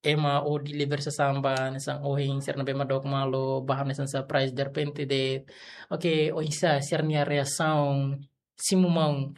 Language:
Tetum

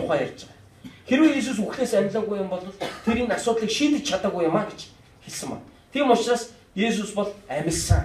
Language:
Mongolian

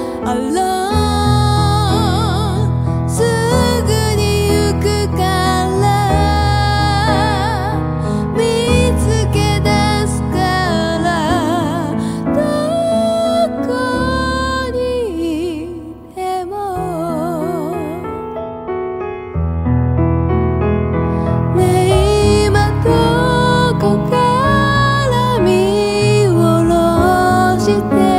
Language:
Japanese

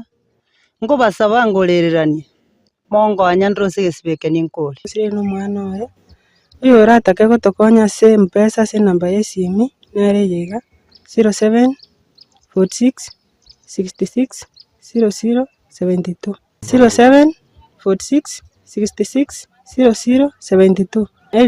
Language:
Gusii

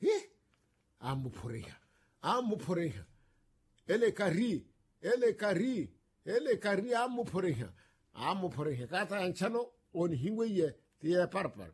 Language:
Makhuwa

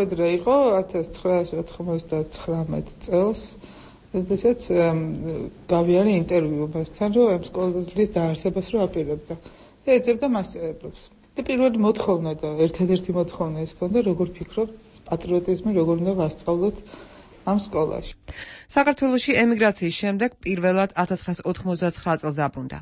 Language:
Georgian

